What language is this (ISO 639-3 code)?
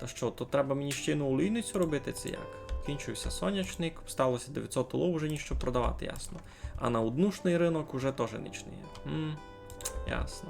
rue